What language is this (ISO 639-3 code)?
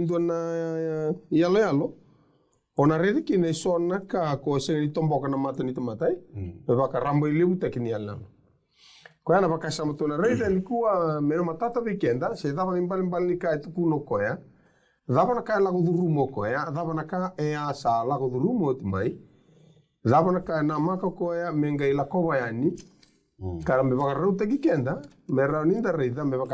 fij